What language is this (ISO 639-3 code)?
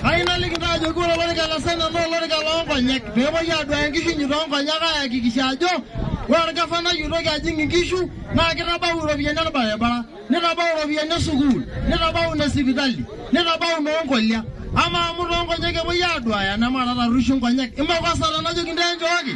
mas